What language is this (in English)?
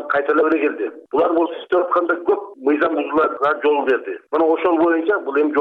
Kyrgyz